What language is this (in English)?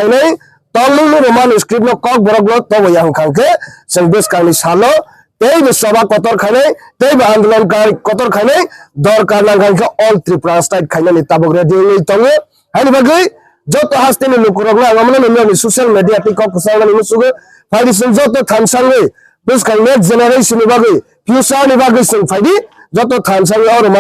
Kok Borok